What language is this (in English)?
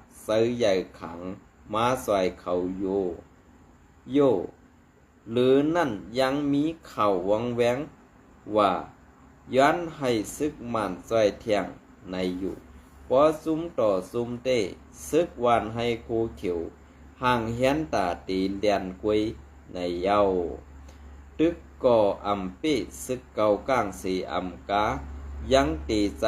Shan